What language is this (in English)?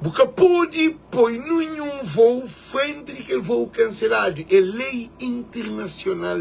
Kabuverdianu